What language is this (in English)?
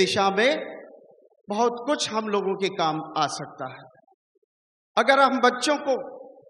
Hindi